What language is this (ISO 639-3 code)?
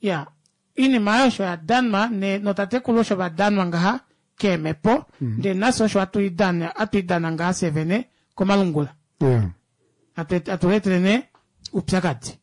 kua